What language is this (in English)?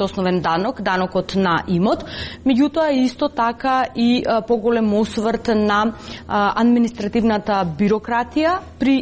Macedonian